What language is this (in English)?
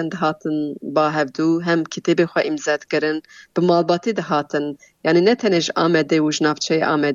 Kurdish